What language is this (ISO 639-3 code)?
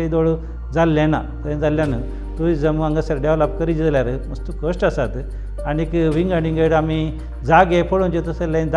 kok